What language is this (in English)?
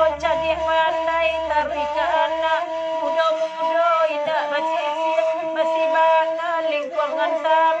Minangkabau